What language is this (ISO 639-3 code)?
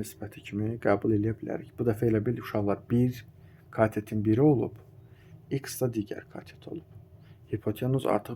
aze